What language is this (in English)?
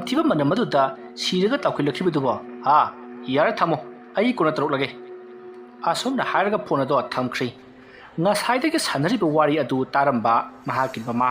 Manipuri